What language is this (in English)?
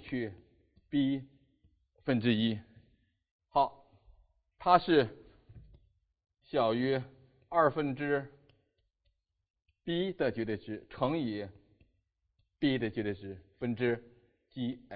Chinese